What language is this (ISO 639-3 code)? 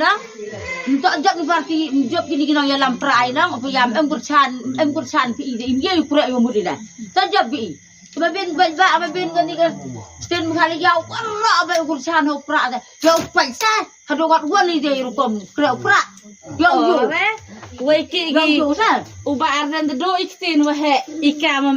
kha